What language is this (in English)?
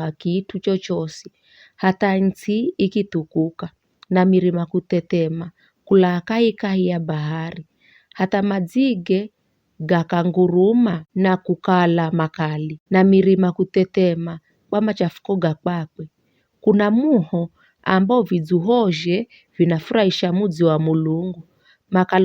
Giryama